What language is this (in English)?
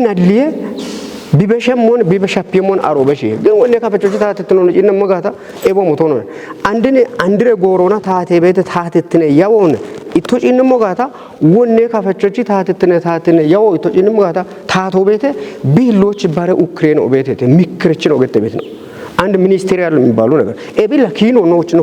Kafa